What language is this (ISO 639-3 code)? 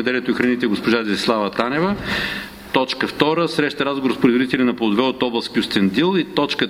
bul